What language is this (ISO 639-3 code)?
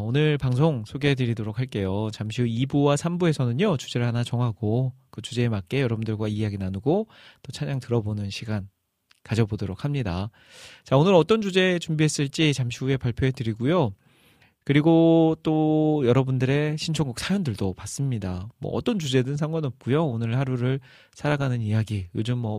kor